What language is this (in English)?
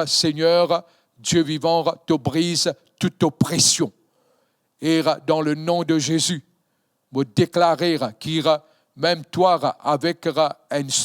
Morisyen